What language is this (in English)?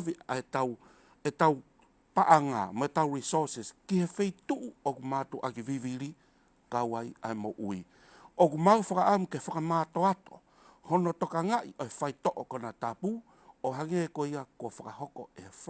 Tongan